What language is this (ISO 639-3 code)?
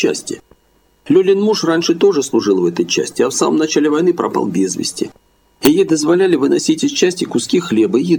rus